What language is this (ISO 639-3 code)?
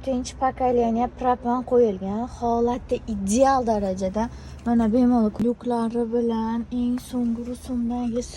uzb